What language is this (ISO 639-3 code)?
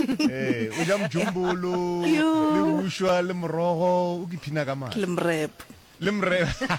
nso